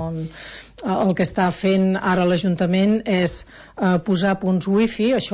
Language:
Catalan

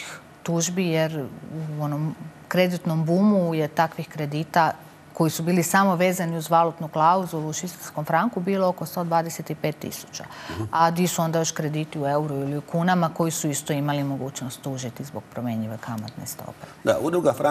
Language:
Croatian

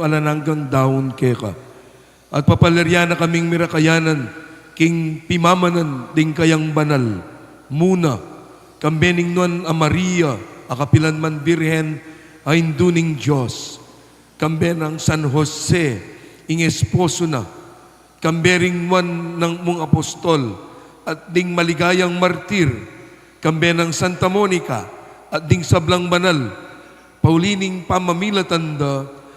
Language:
Pampanga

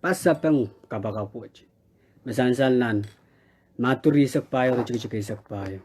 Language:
Pohnpeian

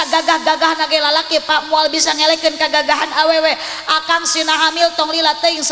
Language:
Sundanese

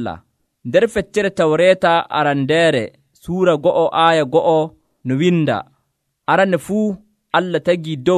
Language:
Nigerian Fulfulde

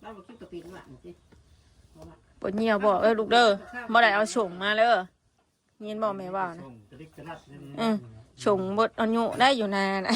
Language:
Northeastern Thai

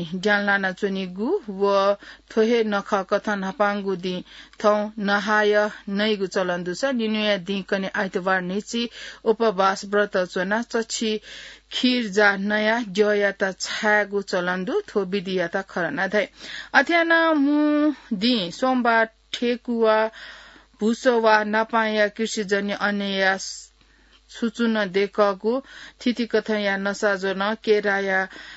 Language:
Newari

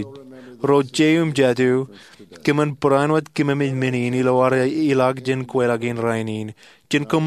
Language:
Marshallese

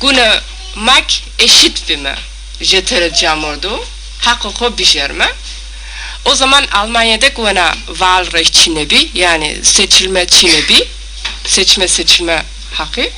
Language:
Zaza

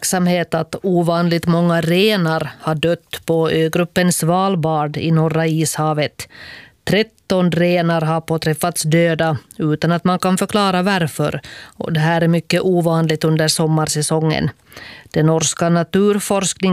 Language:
Swedish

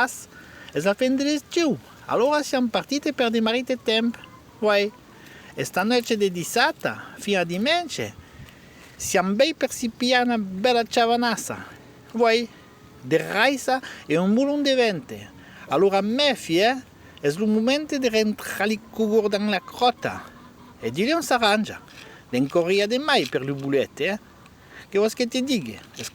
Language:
Occitan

